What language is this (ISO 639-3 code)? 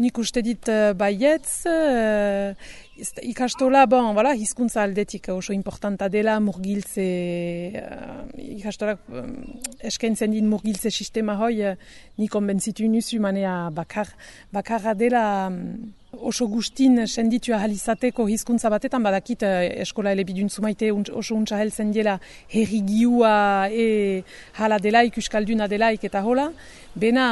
eus